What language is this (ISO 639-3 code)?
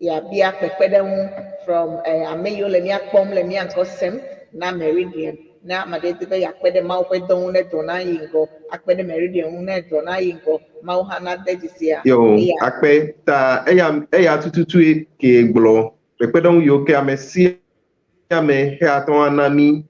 ewe